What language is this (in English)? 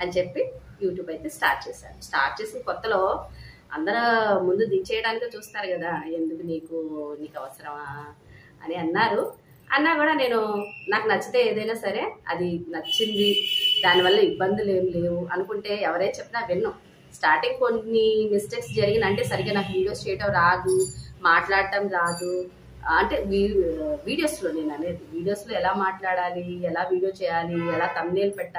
Telugu